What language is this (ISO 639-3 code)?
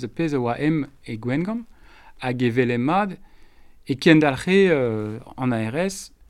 bre